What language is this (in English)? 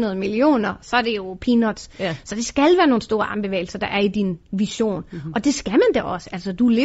Danish